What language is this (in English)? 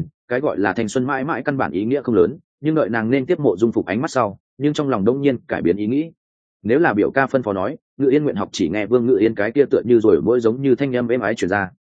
Vietnamese